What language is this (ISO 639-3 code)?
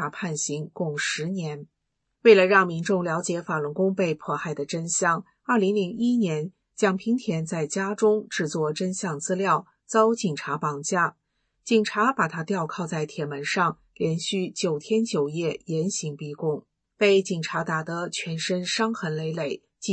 zho